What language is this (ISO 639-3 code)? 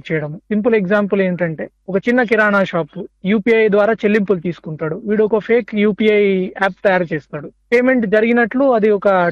tel